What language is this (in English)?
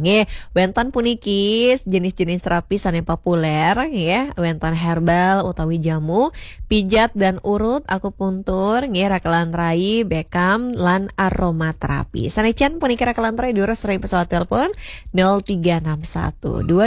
Balinese